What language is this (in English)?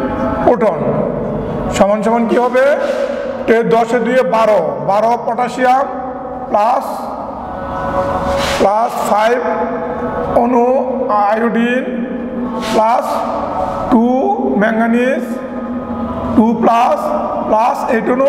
Bangla